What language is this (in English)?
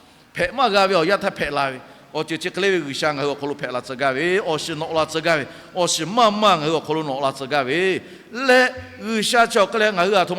Lahu